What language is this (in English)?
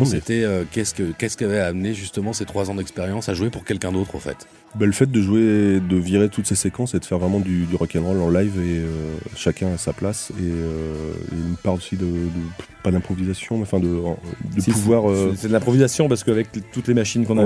French